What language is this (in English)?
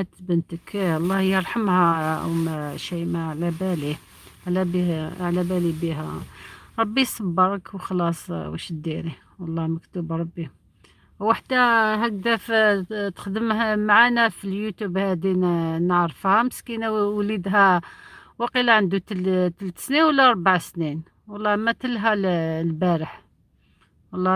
Algerian Arabic